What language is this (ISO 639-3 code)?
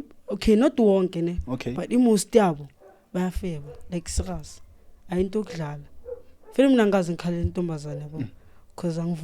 zul